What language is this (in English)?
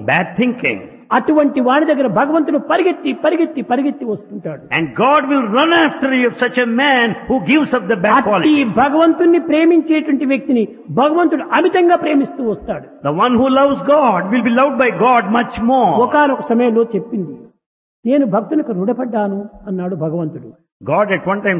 Telugu